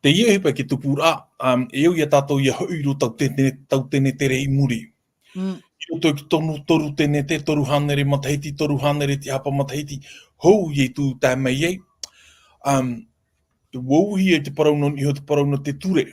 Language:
Tahitian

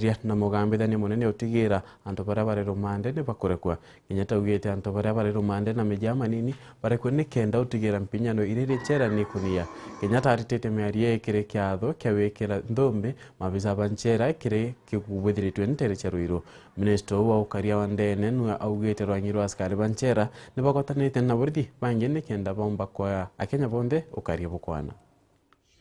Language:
Meru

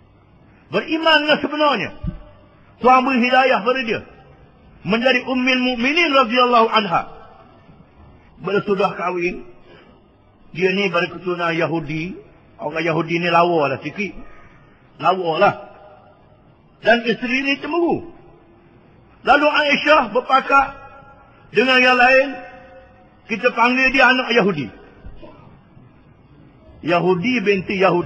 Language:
Malay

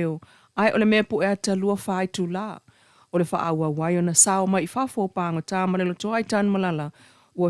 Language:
Samoan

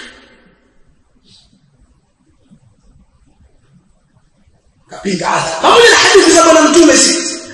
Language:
Swahili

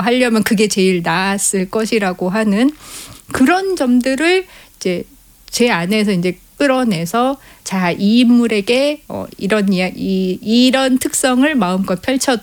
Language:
Korean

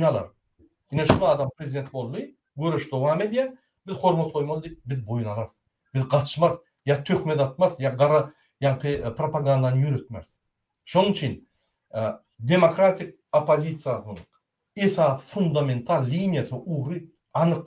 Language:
Turkmen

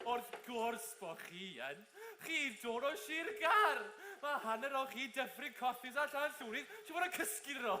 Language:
Welsh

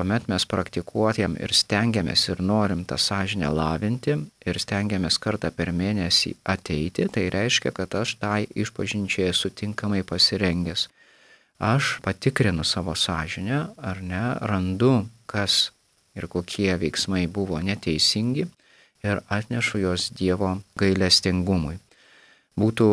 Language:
Lithuanian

